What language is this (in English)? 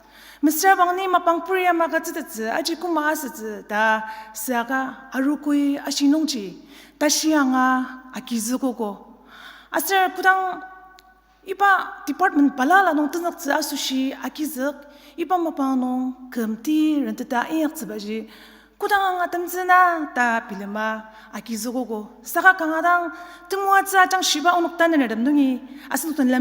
Ao Naga